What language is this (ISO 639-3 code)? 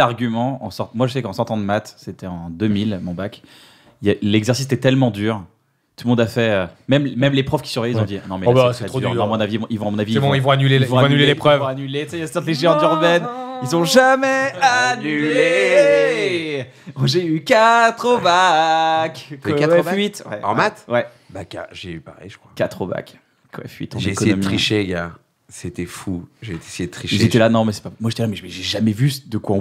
fra